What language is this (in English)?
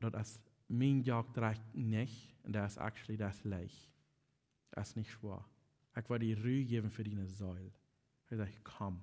Plautdietsch